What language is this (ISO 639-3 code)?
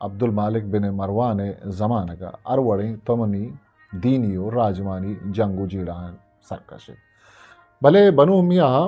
bgp